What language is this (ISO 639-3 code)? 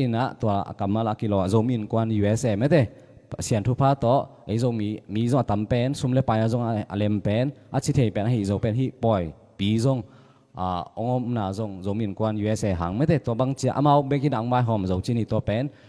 ctd